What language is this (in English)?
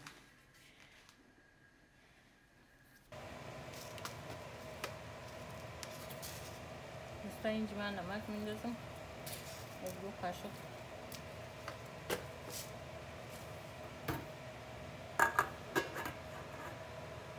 Persian